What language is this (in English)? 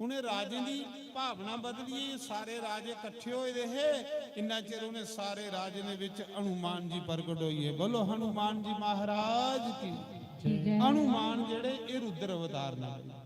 Dogri